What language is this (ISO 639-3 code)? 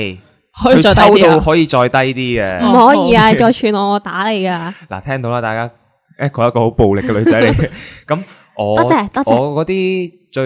yue